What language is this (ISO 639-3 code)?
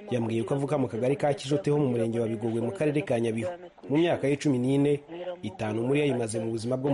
kin